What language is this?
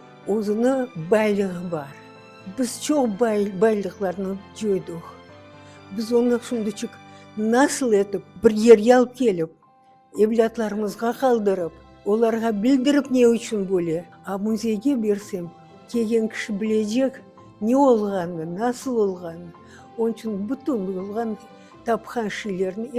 Crimean Tatar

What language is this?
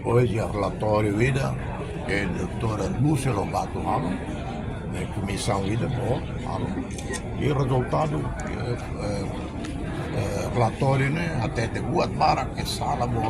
Tetum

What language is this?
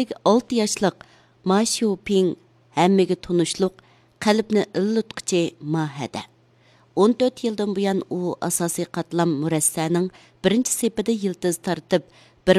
Uyghur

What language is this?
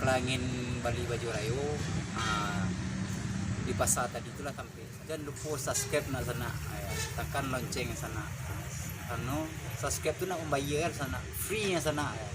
Minangkabau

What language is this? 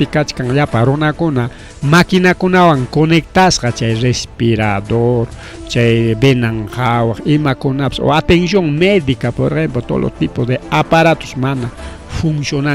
Ayacucho Quechua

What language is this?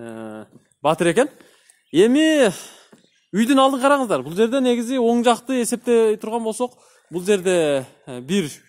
Kyrgyz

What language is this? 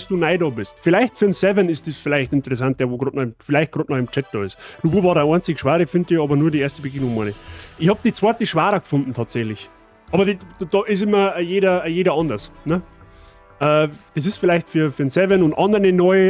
Bavarian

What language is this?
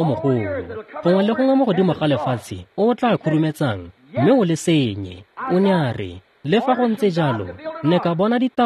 Tswana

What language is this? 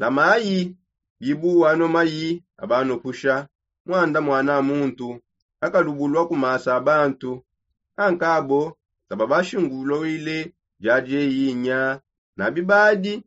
Songe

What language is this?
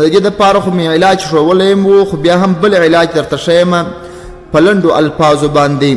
Pashto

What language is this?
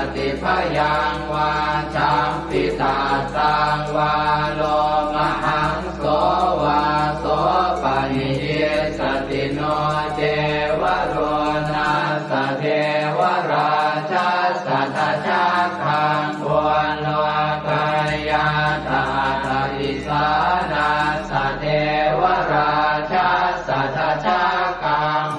Pali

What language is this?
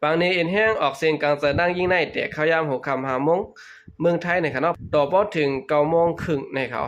Shan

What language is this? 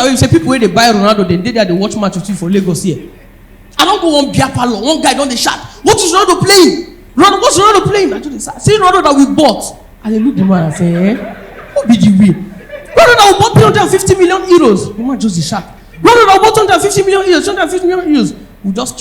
Nigerian Pidgin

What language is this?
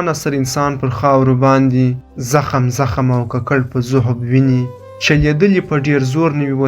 Pashto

